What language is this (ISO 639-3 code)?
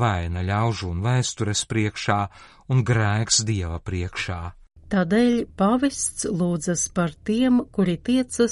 lav